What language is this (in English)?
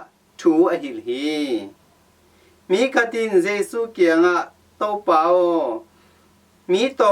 Tedim Chin